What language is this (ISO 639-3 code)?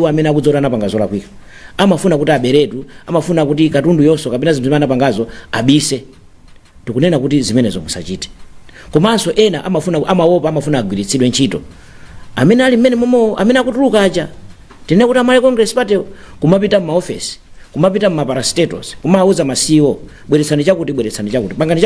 nya